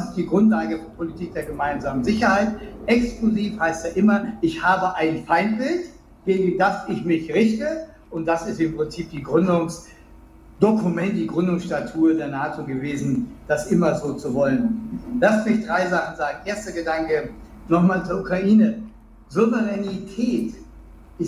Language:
German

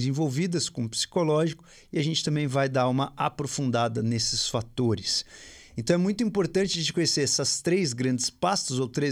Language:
Portuguese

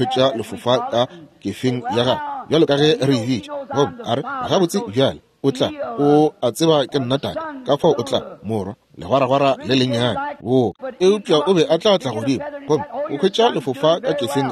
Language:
Northern Sotho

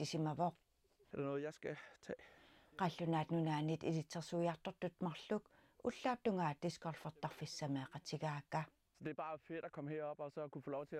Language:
Kalaallisut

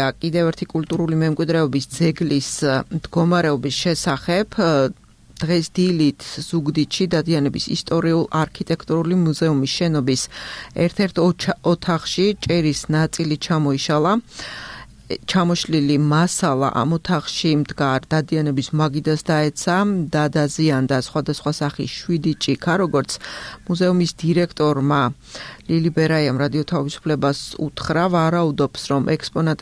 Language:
Georgian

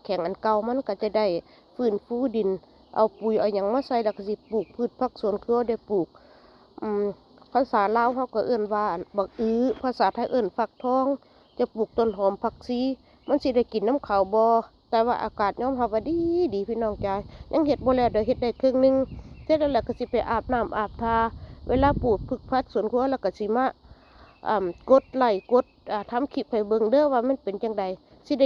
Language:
Northeastern Thai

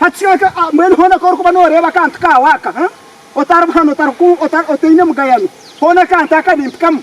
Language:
Nyankole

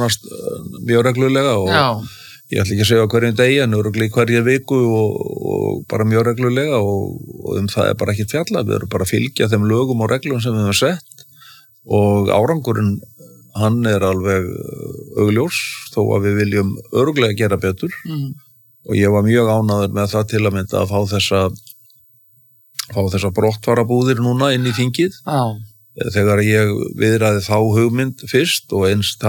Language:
Icelandic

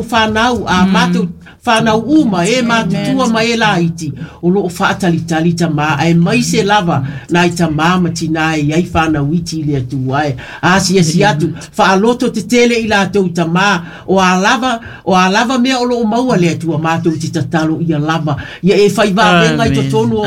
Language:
Samoan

